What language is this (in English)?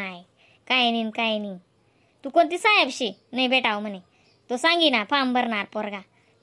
Khandesi